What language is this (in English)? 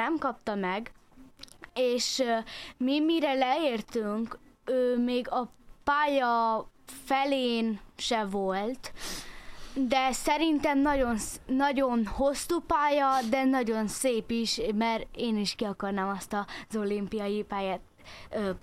Hungarian